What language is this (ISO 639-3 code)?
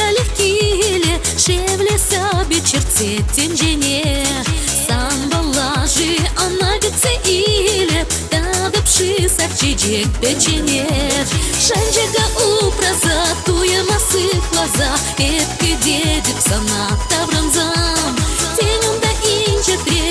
chv